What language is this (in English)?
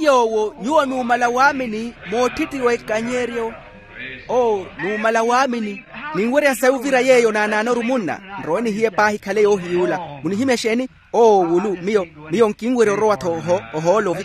Makhuwa